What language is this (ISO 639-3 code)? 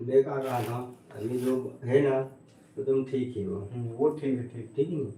hne